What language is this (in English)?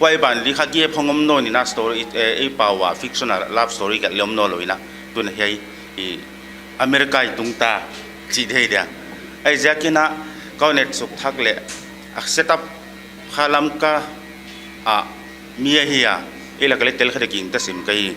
Paite Chin